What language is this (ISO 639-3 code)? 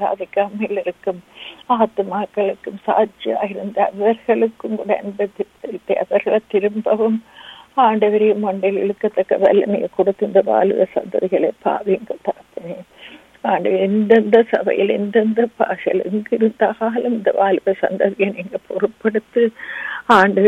tam